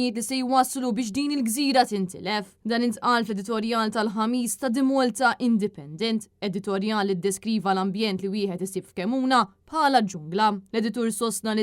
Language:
Maltese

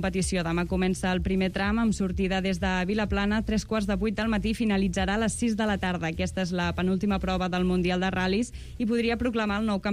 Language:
Catalan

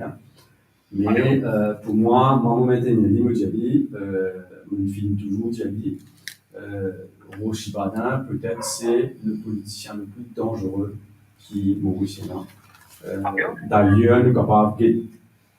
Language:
Morisyen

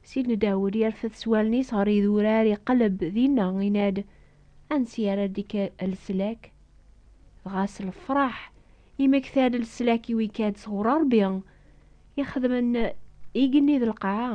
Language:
Kabyle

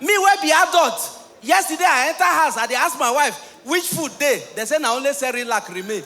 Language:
Nigerian Pidgin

